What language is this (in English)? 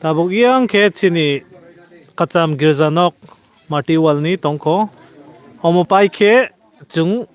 Kok Borok